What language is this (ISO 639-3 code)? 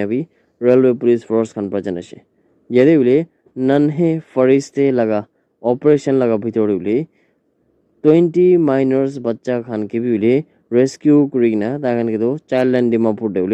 nag